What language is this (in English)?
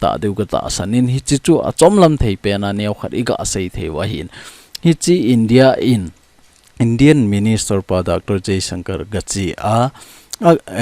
Thado Chin